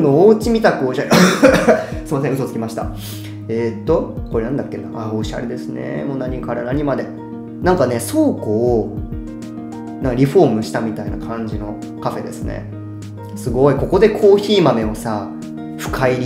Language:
Japanese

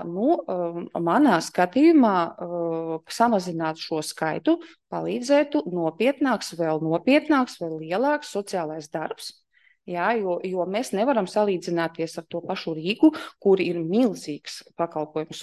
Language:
Latvian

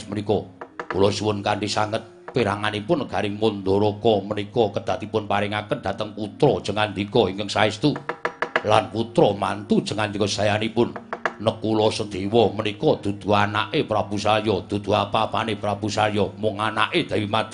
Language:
Javanese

